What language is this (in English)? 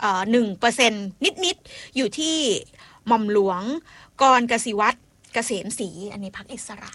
Thai